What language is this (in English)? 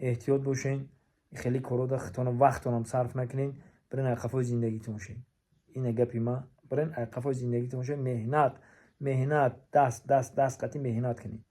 Tajik